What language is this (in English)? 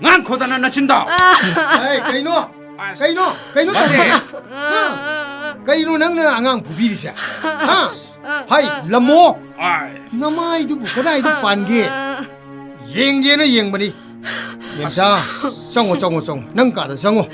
Manipuri